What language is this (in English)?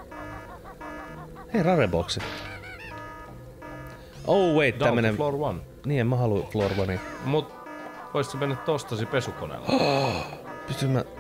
Finnish